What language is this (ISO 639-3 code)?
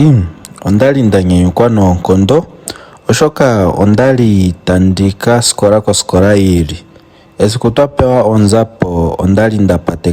ndo